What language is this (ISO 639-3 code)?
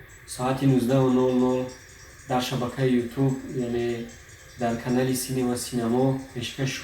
tgk